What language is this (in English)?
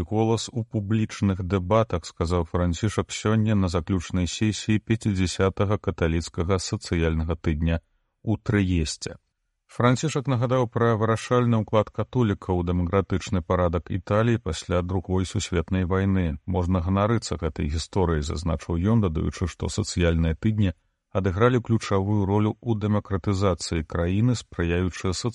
Belarusian